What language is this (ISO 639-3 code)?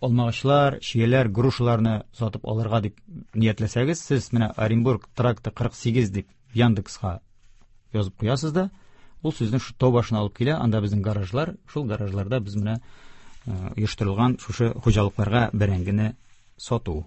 tat